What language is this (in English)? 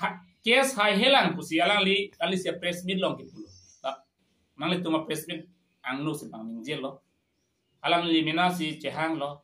Karbi